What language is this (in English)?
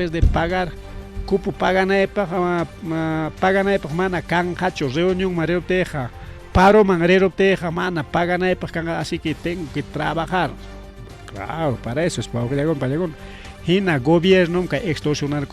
Ayacucho Quechua